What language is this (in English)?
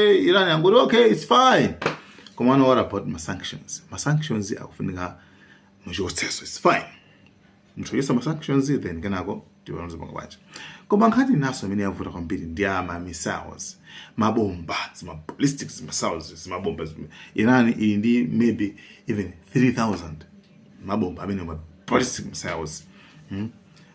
Nyanja